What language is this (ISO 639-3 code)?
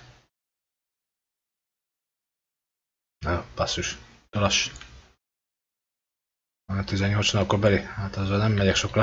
hun